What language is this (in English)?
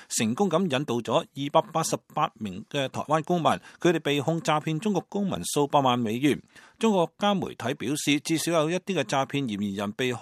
Cantonese